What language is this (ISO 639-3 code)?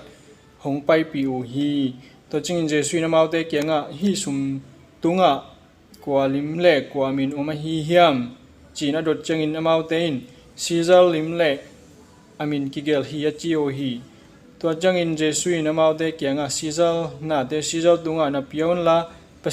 ctd